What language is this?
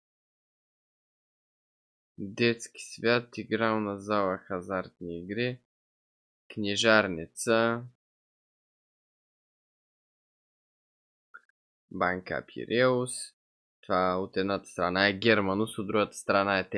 Bulgarian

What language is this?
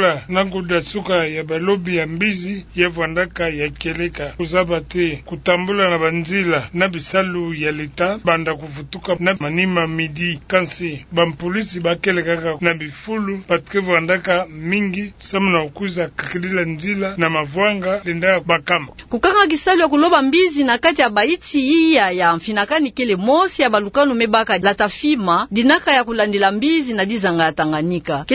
Kituba (Democratic Republic of Congo)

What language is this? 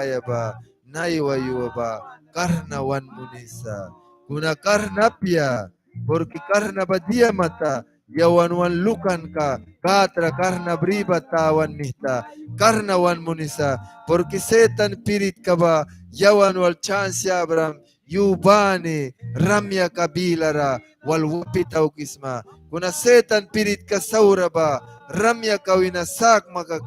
Mískito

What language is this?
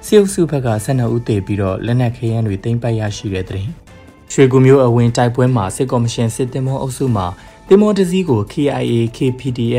Burmese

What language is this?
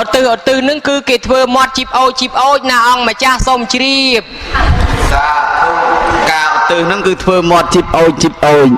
Khmer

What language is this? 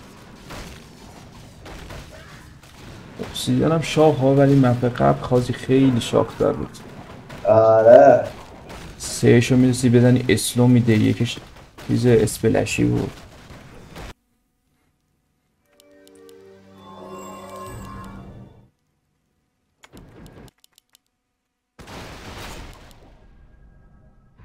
Persian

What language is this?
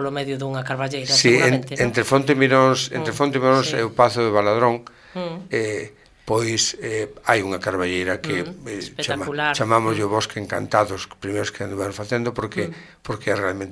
Galician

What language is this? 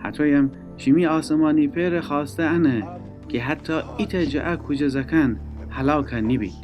Gilaki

